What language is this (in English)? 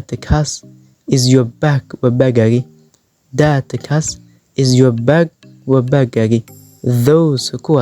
Somali